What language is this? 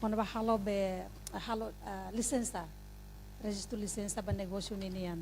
Tetum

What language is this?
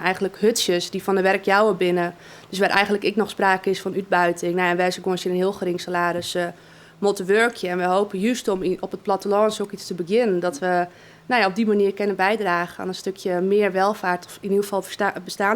Western Frisian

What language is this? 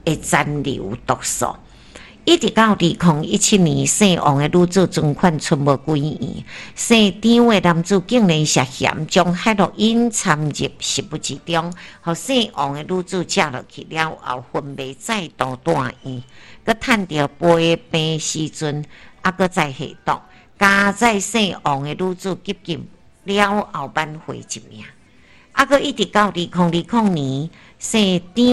Min Nan Chinese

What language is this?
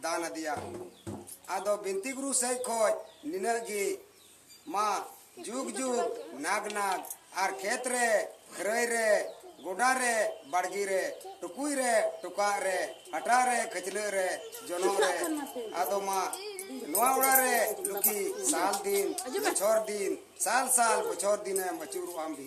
Santali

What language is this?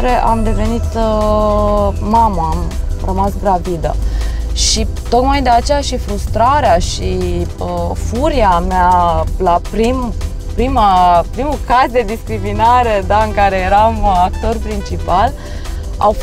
Romanian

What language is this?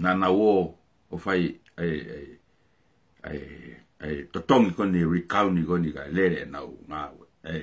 Tongan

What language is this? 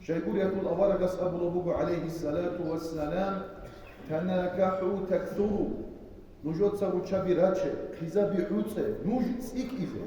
Avaric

